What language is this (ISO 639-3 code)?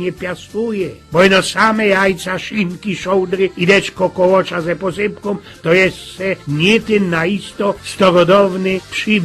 szl